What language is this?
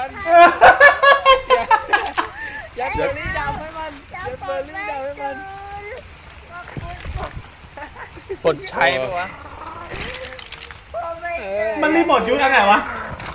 Thai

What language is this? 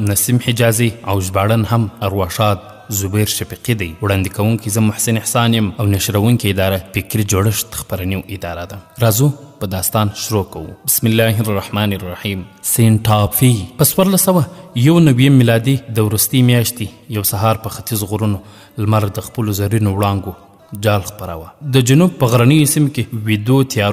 Pashto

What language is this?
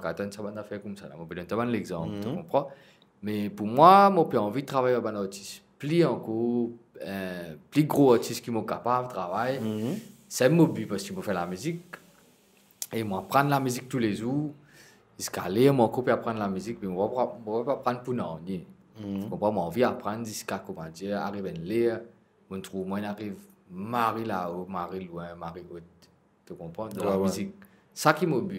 Morisyen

